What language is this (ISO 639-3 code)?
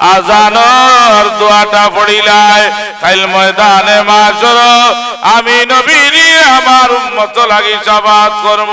syl